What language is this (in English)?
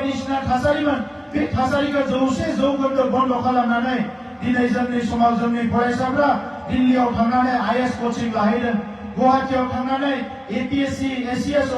Bodo